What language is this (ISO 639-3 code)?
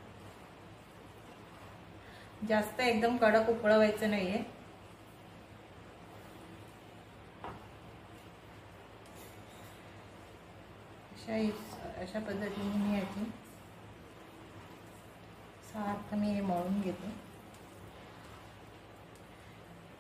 mar